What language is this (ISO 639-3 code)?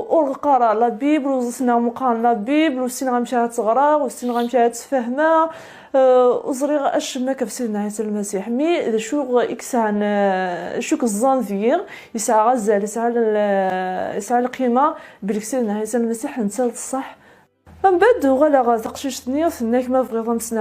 kab